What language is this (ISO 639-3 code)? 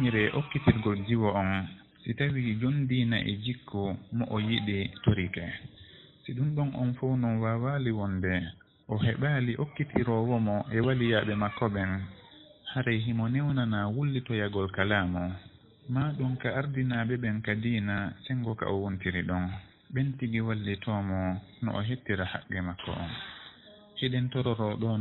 ful